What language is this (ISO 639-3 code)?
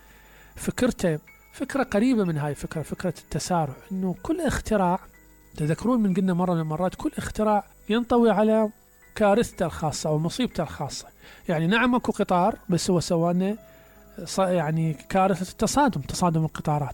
acm